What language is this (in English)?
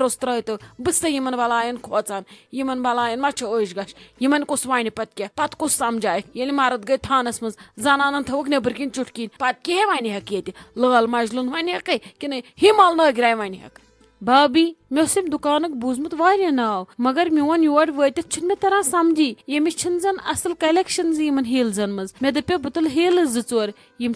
Kashmiri